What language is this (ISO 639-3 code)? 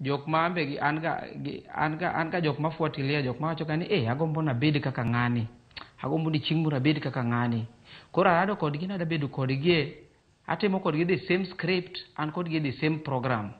luo